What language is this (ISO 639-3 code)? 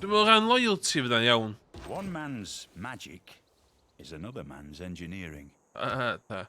cym